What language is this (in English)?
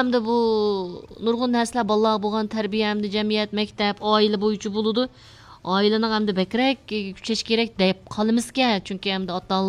Uyghur